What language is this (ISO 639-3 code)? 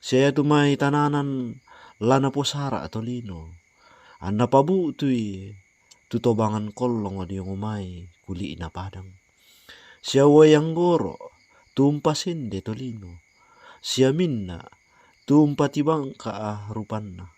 sda